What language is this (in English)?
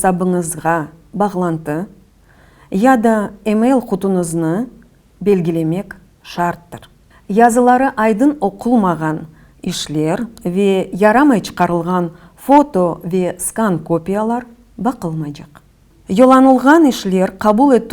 Crimean Tatar